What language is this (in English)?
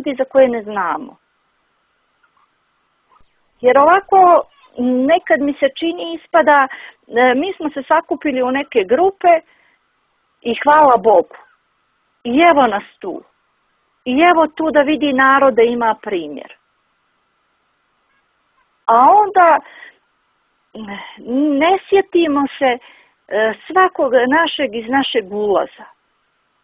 Bosnian